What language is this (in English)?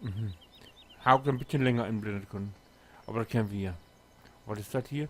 Low German